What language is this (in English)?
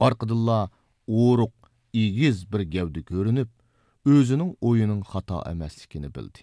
Uyghur